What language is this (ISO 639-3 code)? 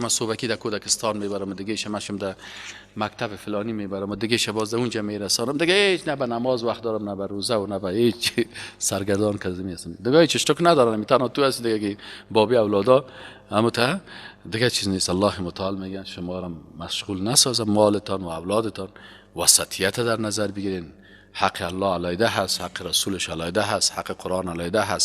fas